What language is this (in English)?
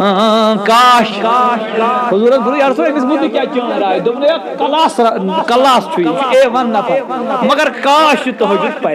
Kashmiri